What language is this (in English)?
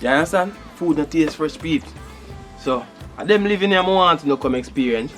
Jamaican Creole English